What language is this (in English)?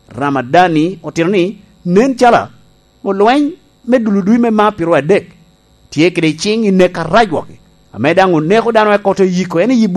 Lango (Uganda)